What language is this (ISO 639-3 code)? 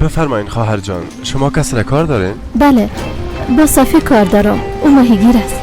fas